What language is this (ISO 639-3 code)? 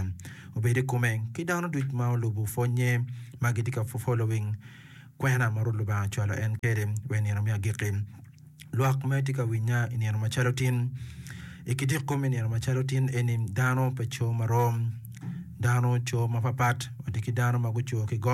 ach